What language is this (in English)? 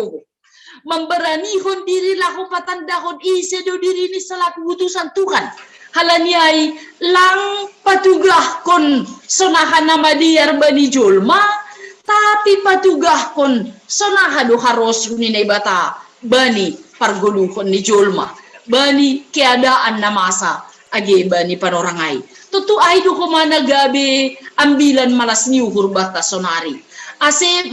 Batak Simalungun